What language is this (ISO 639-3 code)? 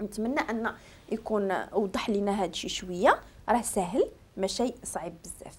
ary